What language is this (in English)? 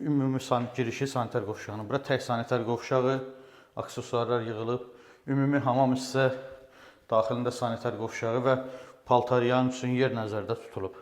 Azerbaijani